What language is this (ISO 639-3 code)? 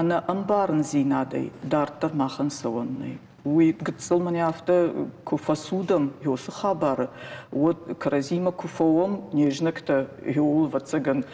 oss